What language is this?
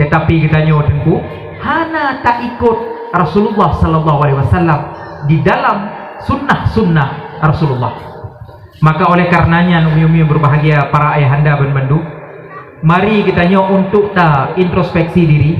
Achinese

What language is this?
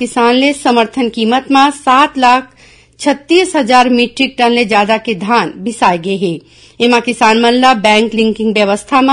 Chhattisgarhi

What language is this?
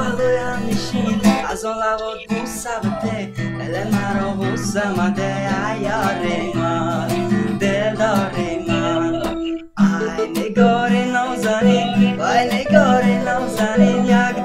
Tajik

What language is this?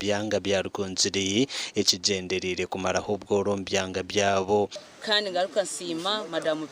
Nyankole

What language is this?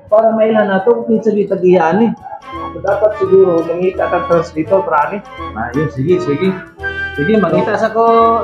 Cebuano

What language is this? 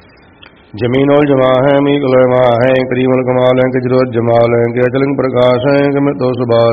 Punjabi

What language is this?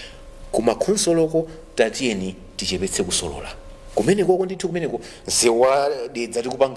Nyanja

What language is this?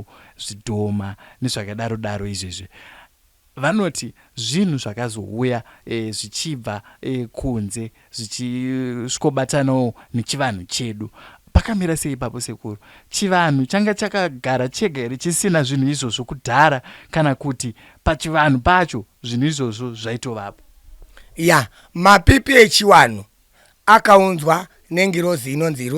Shona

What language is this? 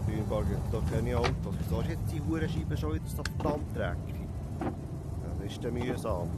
Swiss German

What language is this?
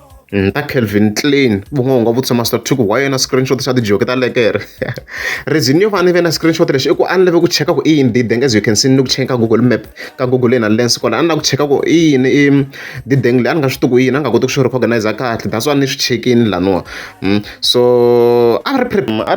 Tsonga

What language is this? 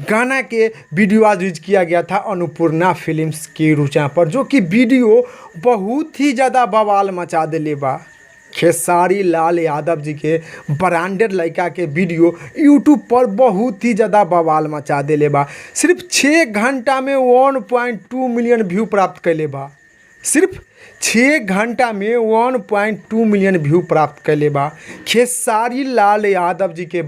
Bhojpuri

